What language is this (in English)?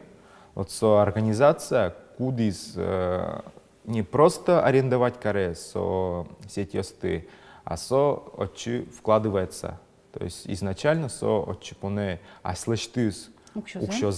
Udmurt